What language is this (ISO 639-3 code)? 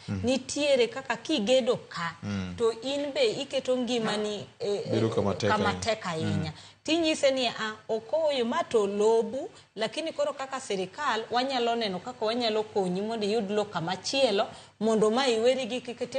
luo